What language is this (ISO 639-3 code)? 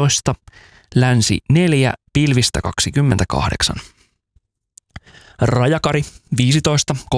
fin